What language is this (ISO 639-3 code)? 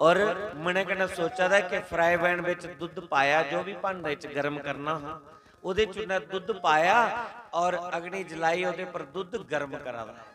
doi